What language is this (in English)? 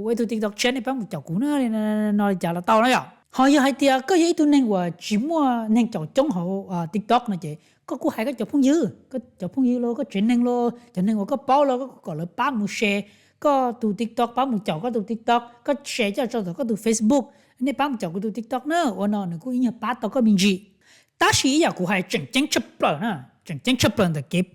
Hmong